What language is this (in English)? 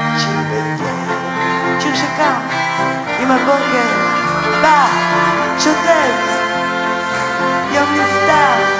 Hebrew